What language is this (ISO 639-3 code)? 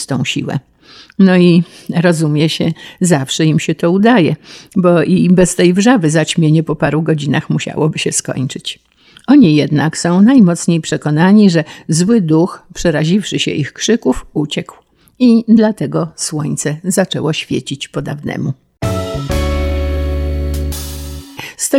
pol